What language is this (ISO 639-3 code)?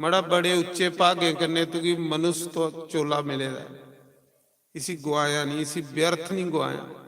doi